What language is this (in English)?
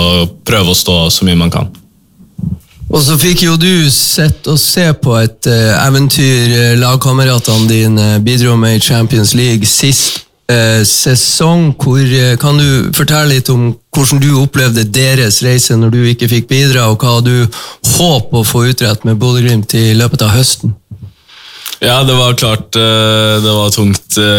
Norwegian